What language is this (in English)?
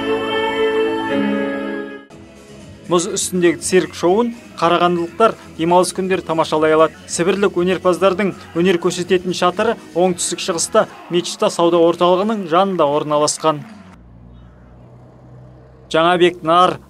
Kazakh